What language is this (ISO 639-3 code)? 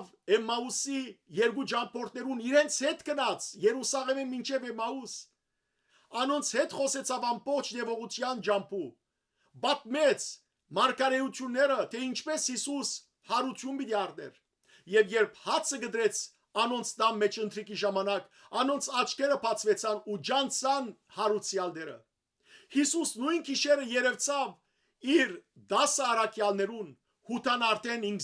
hyw